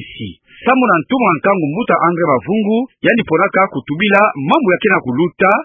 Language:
Kituba (Democratic Republic of Congo)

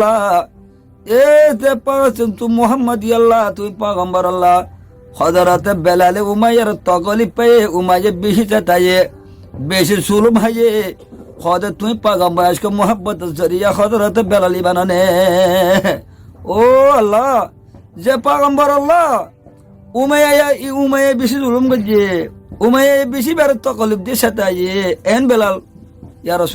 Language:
Rohingya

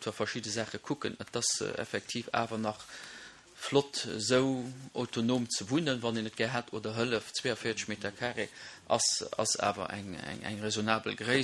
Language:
Luxembourgish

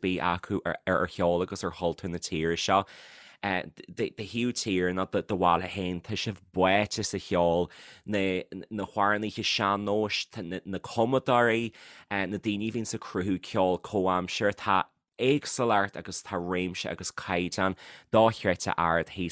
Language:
Irish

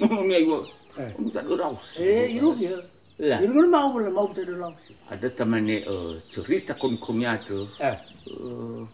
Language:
Nias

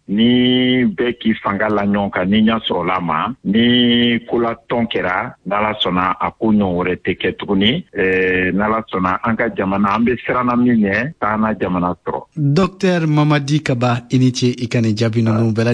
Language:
Bambara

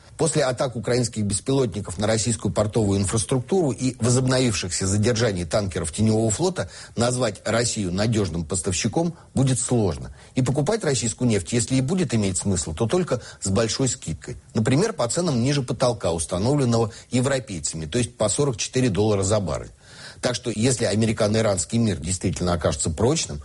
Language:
Russian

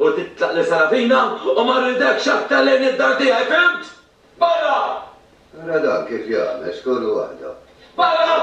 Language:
Maltese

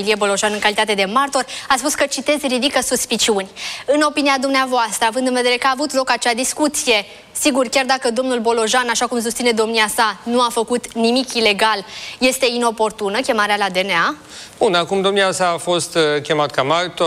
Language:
Romanian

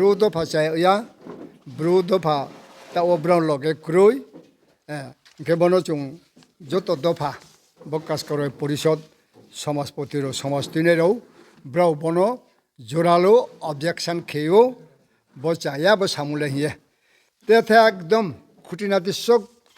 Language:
Riang (India)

